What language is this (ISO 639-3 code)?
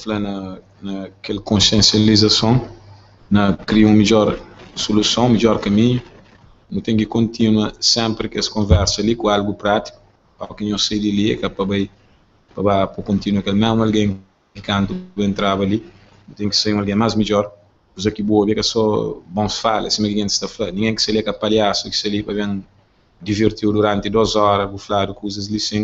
kea